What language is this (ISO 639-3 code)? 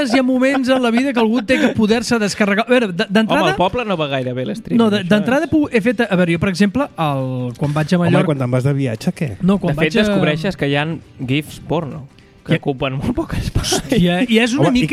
cat